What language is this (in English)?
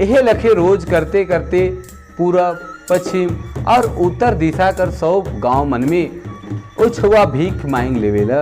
Sadri